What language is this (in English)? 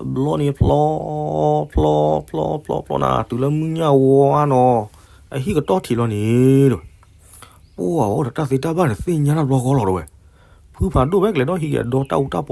S'gaw Karen